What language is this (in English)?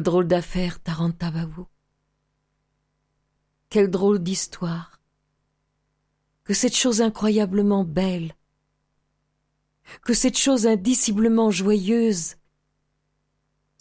French